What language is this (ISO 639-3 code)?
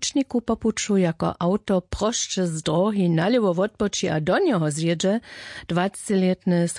hsb